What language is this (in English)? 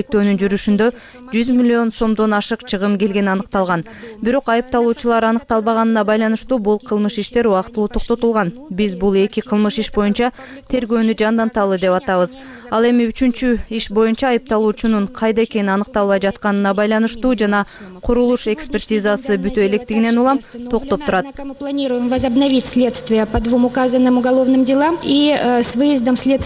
Kyrgyz